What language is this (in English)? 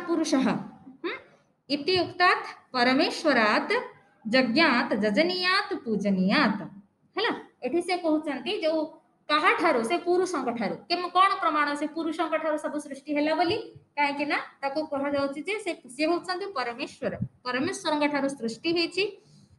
Odia